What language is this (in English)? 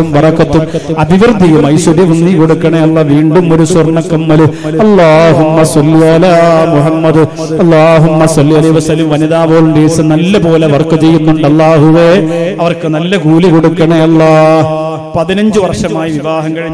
Malayalam